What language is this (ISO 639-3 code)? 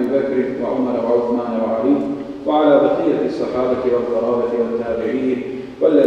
bos